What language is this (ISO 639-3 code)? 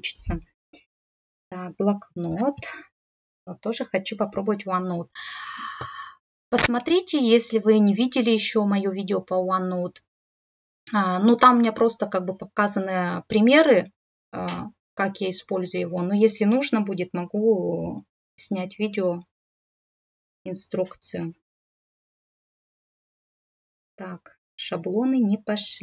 rus